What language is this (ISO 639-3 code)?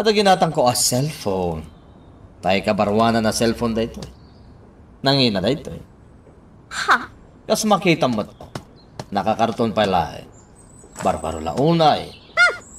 ilo